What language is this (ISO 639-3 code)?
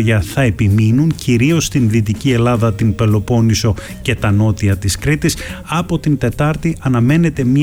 ell